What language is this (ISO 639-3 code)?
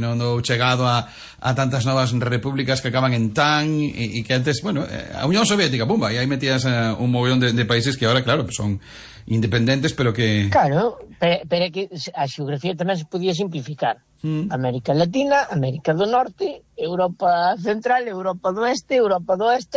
glg